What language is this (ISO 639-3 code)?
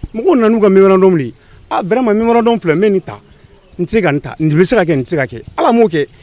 bam